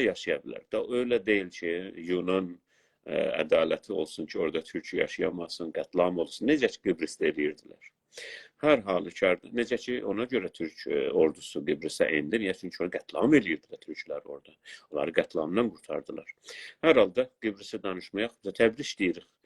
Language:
South Azerbaijani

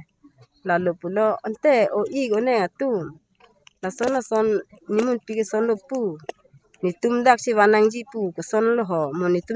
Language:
Karbi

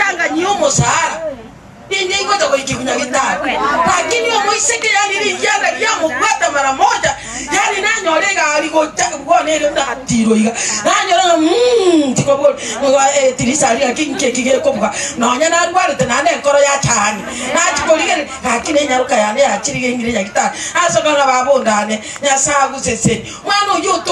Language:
Gusii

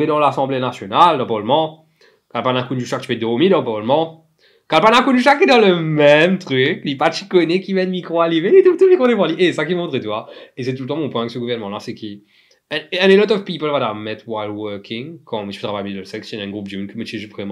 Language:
Morisyen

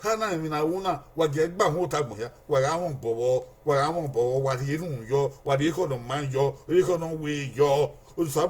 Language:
Bini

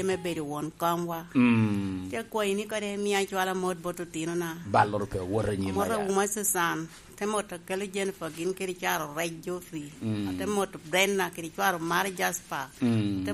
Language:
Lango (Uganda)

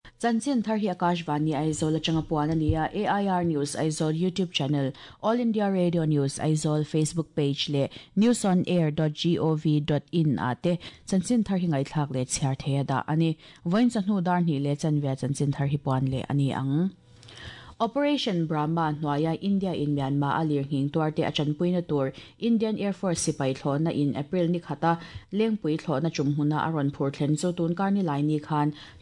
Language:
Mizo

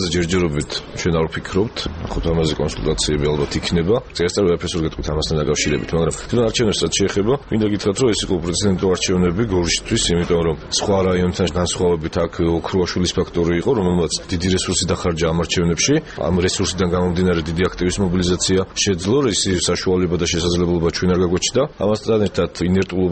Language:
Georgian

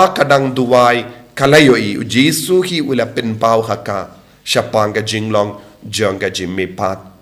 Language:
Khasi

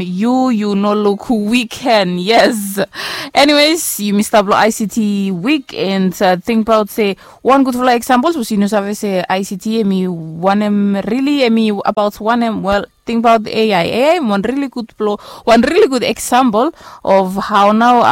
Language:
Bislama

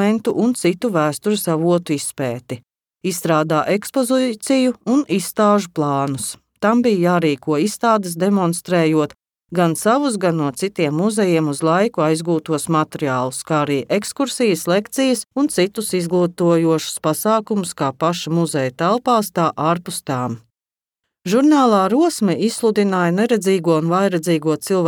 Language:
Latvian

